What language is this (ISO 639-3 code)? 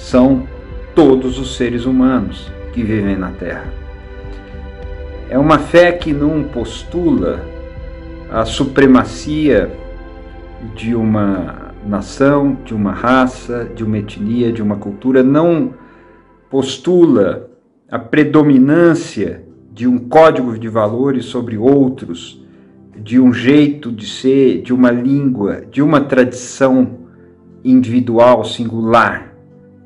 por